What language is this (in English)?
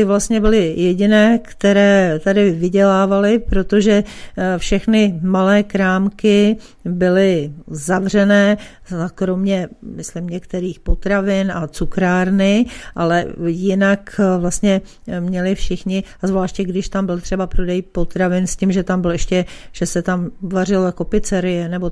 Czech